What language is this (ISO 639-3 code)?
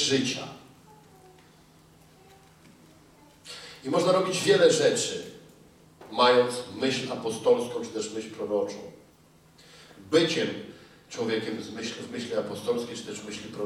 pol